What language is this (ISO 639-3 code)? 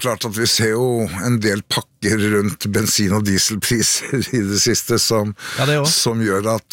nor